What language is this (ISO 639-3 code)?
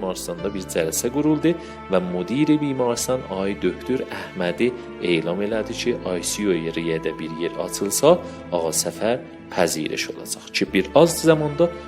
azb